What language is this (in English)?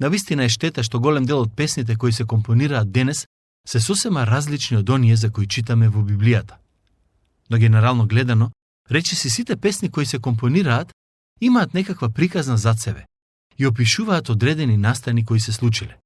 Macedonian